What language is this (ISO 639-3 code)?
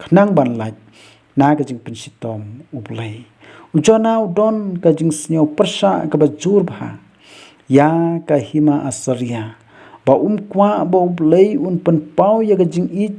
kha